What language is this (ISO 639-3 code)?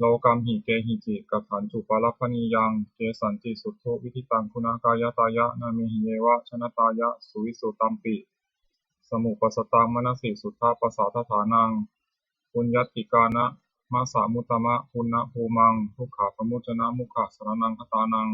pli